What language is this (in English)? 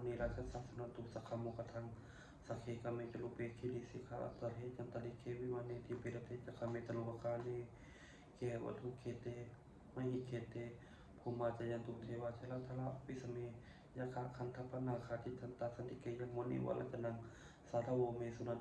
Pali